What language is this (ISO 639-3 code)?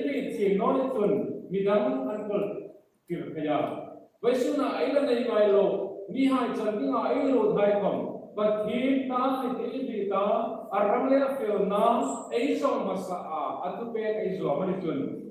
hmr